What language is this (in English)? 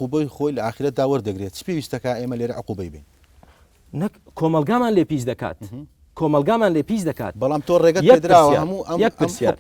Central Kurdish